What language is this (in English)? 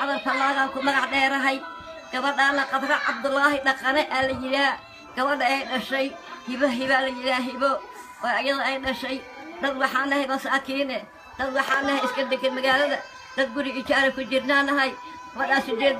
Somali